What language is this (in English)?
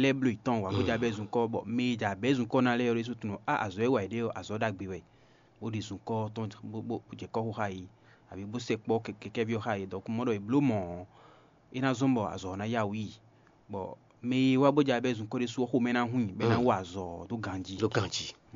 Fon